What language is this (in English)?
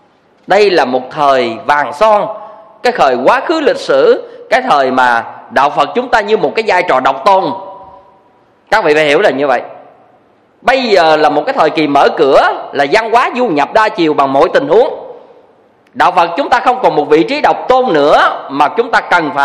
Vietnamese